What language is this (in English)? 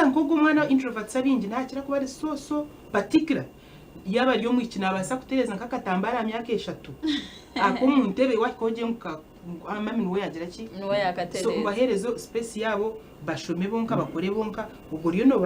Nyankole